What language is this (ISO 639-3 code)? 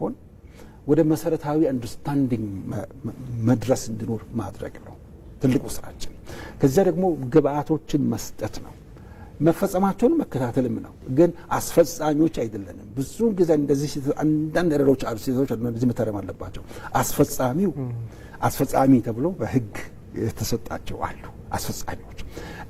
amh